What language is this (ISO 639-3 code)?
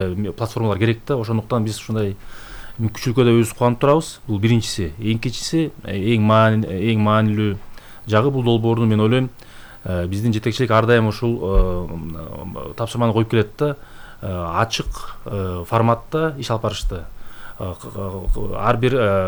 kir